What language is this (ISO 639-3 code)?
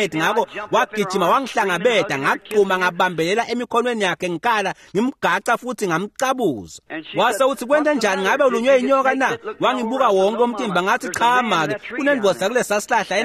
ssw